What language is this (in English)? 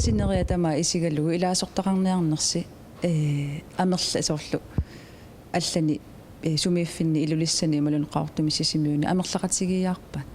Kalaallisut